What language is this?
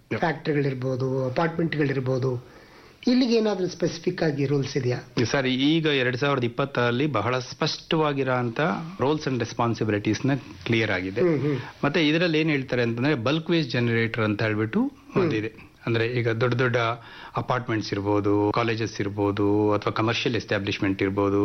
Kannada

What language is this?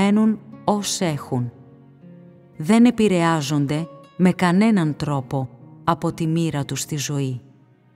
Greek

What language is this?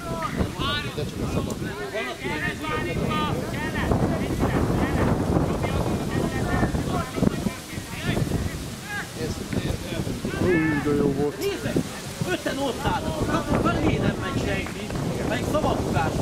Hungarian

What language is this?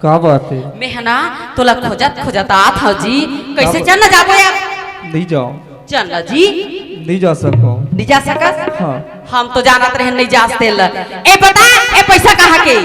Chhattisgarhi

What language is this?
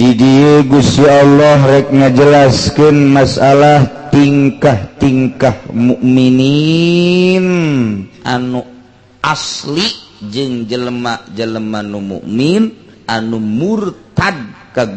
Sundanese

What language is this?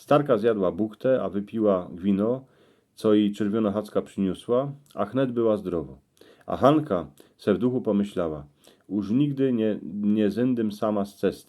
Silesian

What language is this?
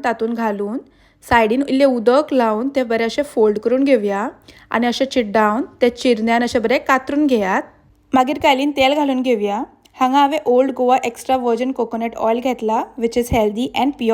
Konkani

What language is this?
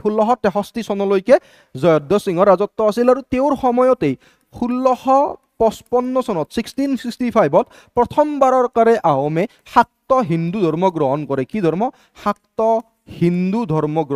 Assamese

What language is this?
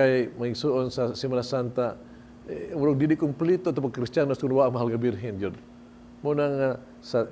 Cebuano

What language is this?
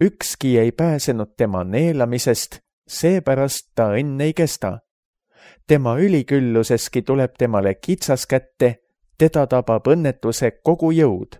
Estonian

